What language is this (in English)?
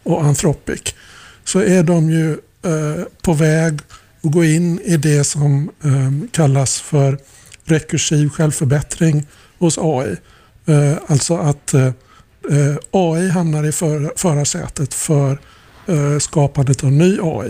Swedish